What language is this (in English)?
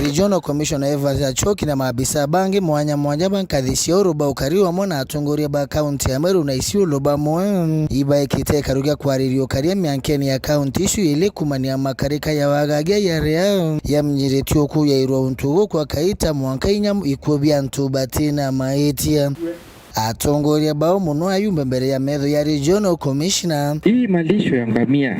Meru